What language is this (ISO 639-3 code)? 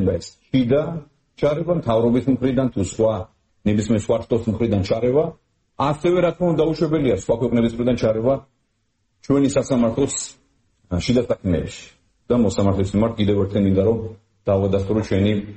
kat